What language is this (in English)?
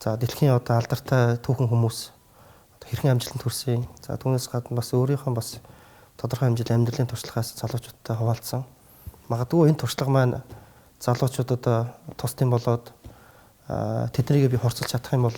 Mongolian